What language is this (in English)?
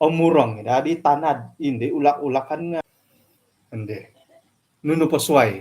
Central Dusun